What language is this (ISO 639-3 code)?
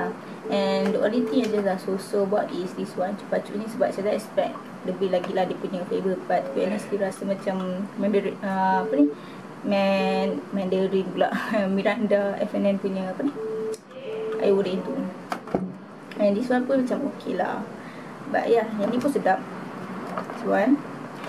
msa